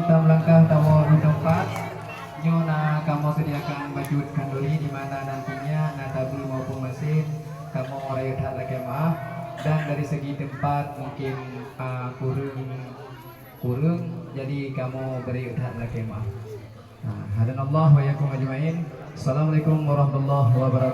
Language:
Achinese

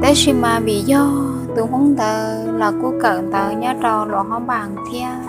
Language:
Hmong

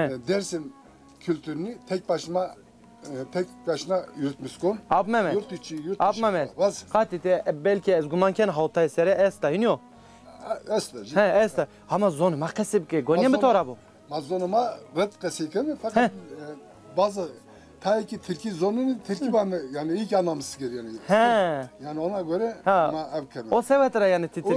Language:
Zaza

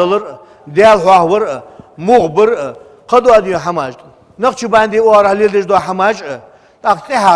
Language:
Ingush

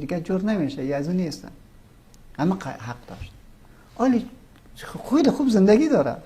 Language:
Persian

